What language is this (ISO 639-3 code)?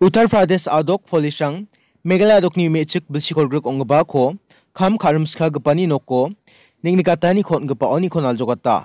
grt